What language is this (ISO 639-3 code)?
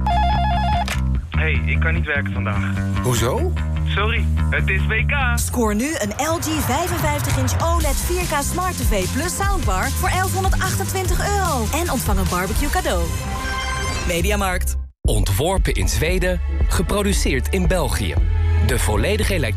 nld